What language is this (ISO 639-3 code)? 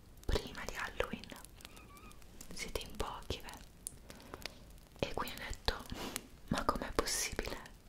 ita